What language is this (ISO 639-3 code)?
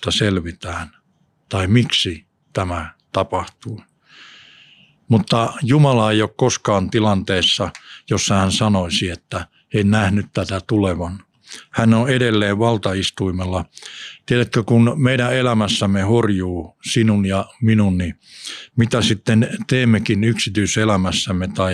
fin